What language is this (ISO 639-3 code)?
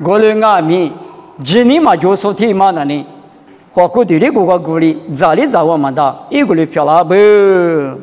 lis